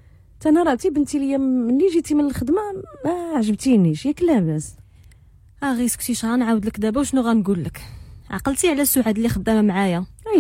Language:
Moroccan Arabic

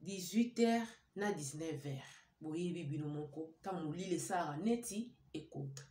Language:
Lingala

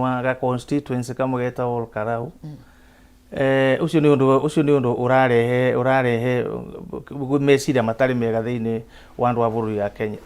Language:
Kikuyu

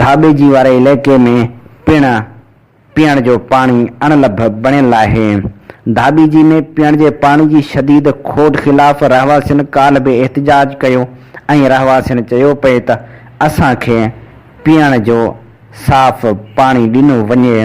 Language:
Sindhi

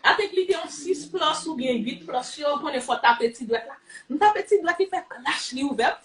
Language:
Haitian Creole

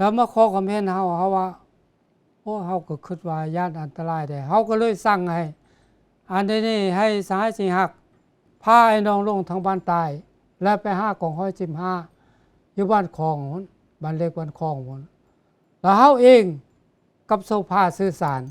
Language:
Lao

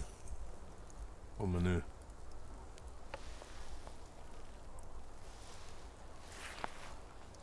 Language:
Swedish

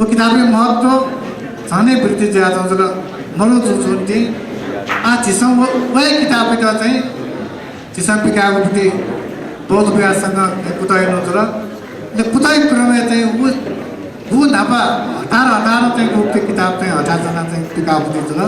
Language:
Newari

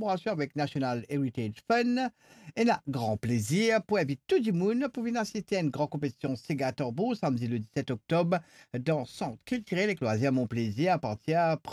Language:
Morisyen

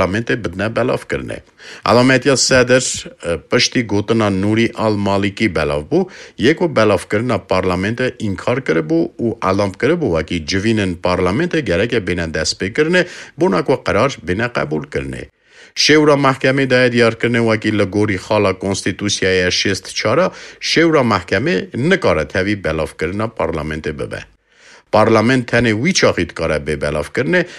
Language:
Kurdish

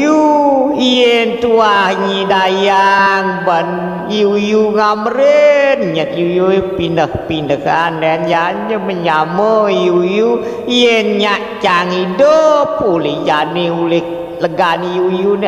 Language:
Balinese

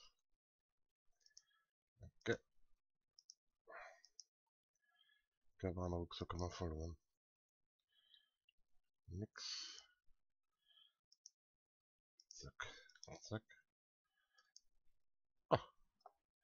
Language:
German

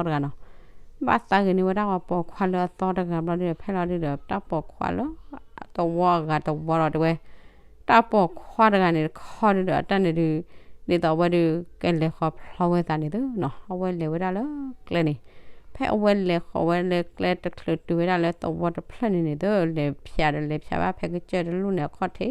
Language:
S'gaw Karen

